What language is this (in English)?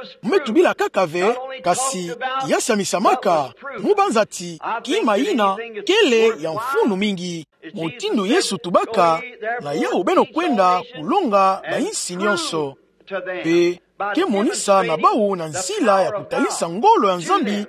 Kituba (Democratic Republic of Congo)